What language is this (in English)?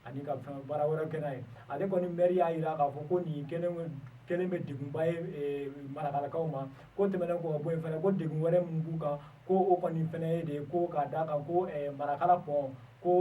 Bambara